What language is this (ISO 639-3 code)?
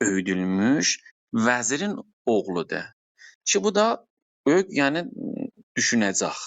azb